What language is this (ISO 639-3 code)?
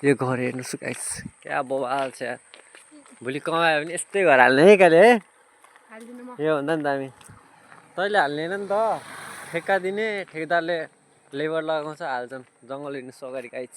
nep